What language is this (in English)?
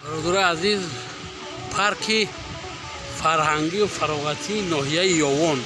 Tajik